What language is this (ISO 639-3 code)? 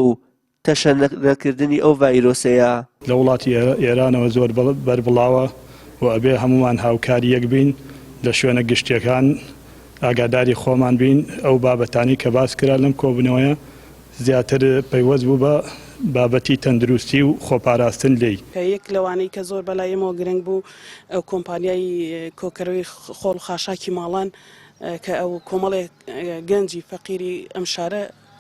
ckb